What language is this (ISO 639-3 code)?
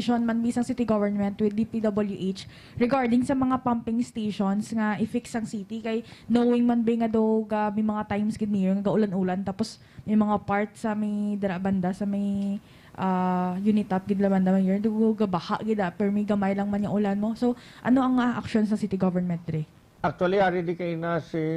hil